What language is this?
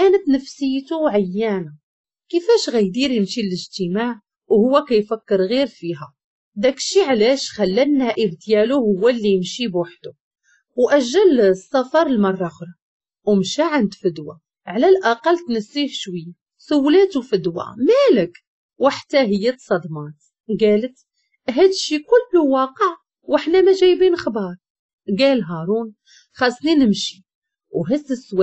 Moroccan Arabic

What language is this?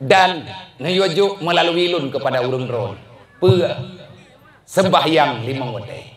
Achinese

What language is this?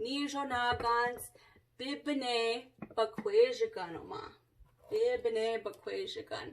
Chippewa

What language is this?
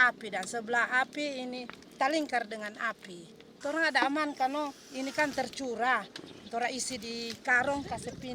Manado Malay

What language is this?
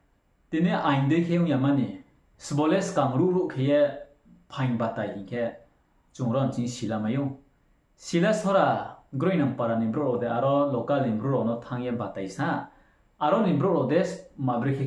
Riang (India)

